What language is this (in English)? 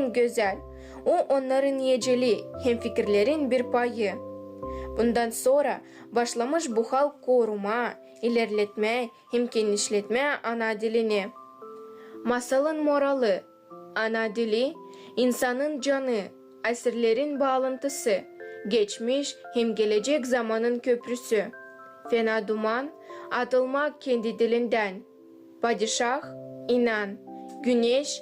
Gagauz